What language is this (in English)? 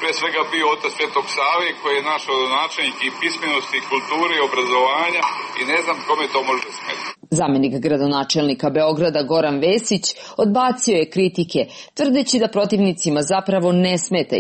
Serbian